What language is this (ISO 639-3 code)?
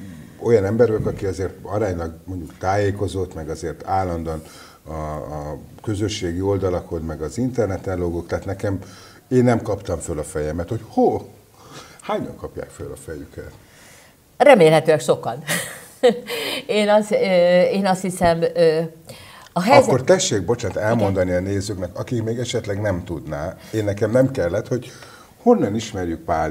hun